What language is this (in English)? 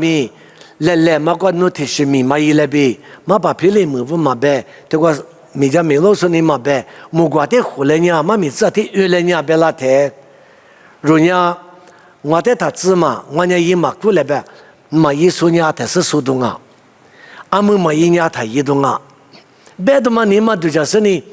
Lisu